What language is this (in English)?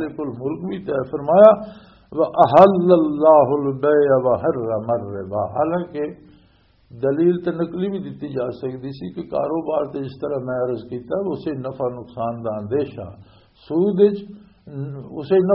Western Panjabi